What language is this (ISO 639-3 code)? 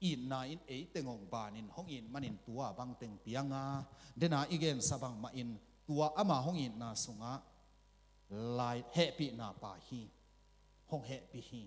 ctd